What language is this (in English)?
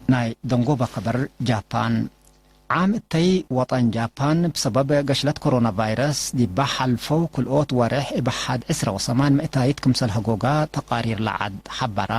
Tigre